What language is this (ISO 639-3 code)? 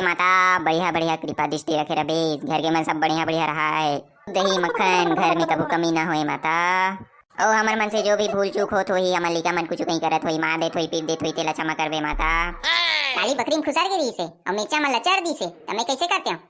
hne